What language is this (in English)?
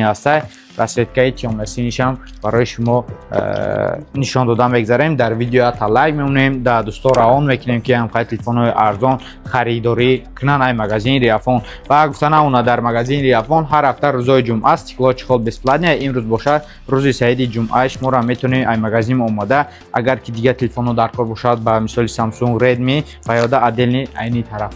Tajik